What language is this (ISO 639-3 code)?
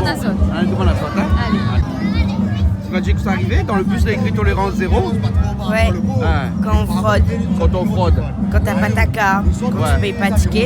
rcf